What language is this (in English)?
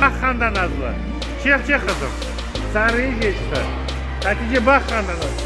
Crimean Tatar